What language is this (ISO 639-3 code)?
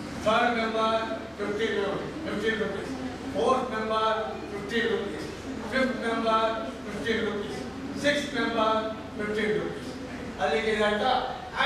kan